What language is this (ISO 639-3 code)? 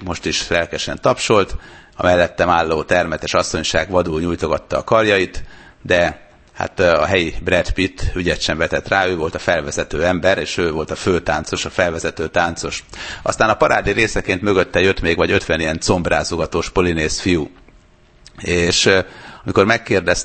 hun